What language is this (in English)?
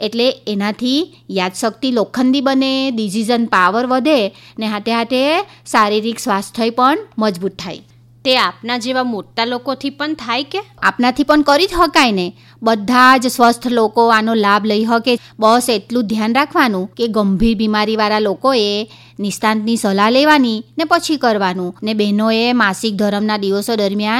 Gujarati